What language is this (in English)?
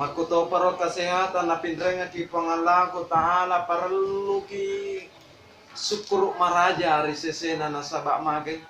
Buginese